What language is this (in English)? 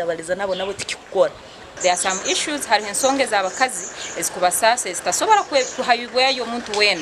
Nyankole